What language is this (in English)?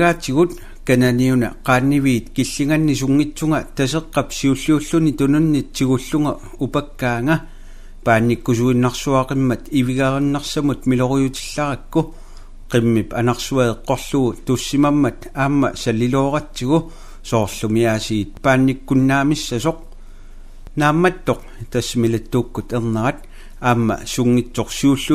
Kalaallisut